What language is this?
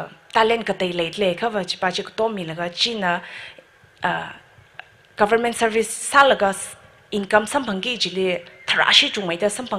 Tangkhul Naga (India)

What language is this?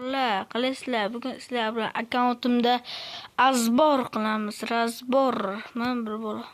Uzbek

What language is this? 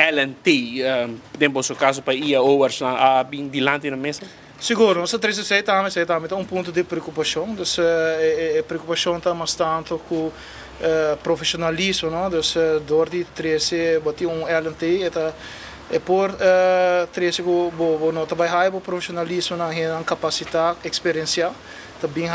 Papiamento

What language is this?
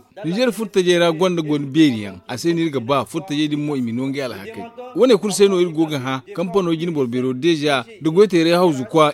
Zarma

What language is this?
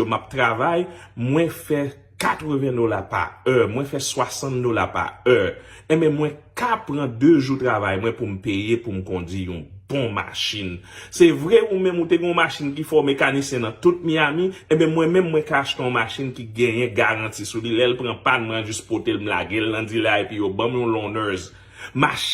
Haitian Creole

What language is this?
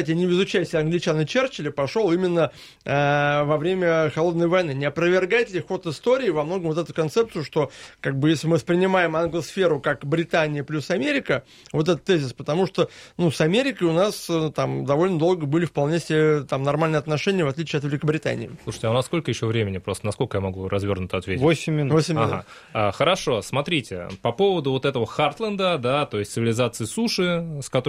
Russian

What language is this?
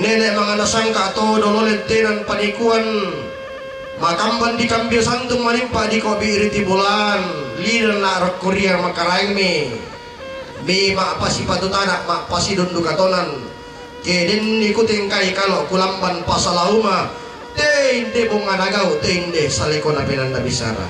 Toraja-Sa'dan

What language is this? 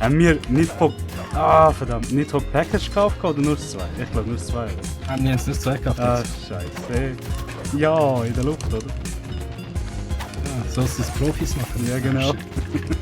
Swiss German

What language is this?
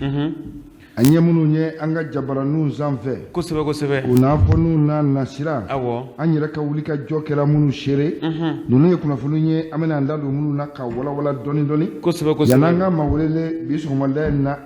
Bambara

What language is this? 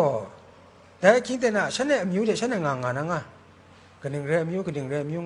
Kachin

